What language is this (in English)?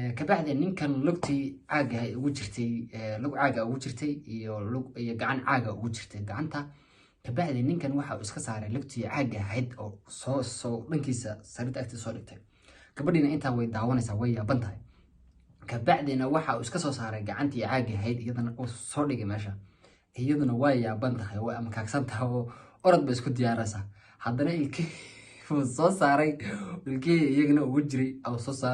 Somali